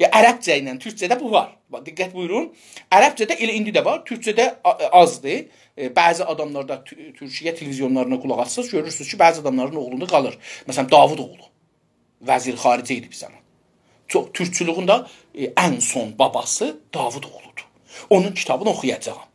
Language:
South Azerbaijani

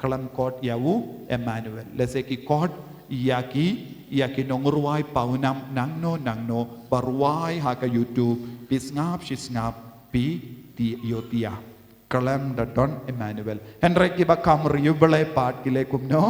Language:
Khasi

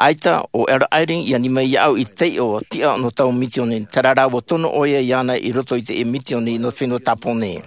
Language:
Tahitian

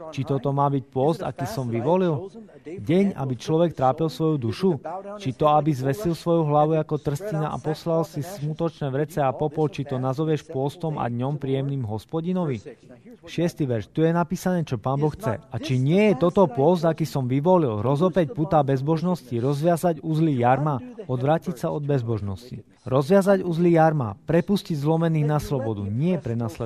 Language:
Slovak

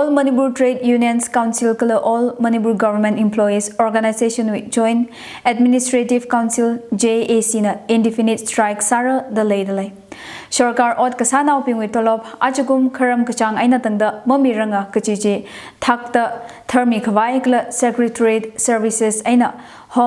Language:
Tangkhul Naga (India)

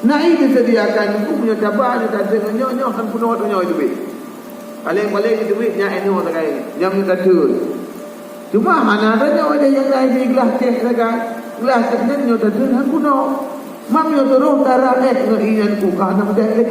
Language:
Achinese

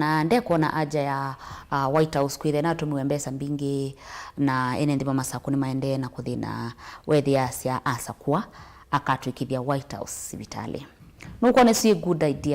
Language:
Kamba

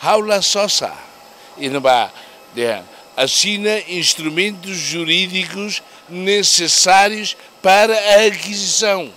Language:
Tetum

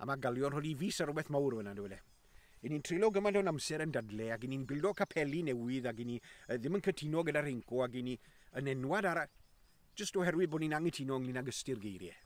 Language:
Welsh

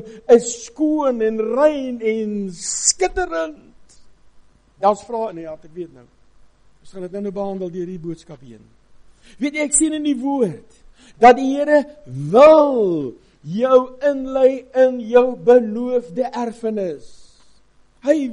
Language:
Afrikaans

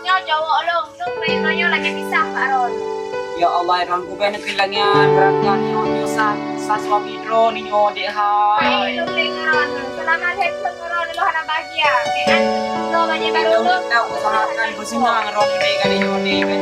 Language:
Achinese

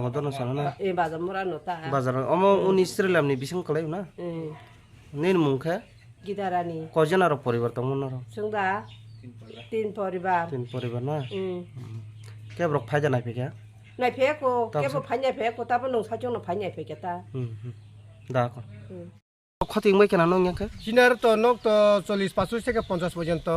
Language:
Kok Borok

